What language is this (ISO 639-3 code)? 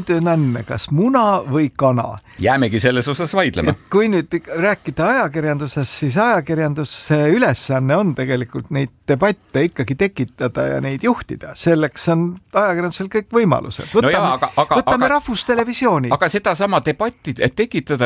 est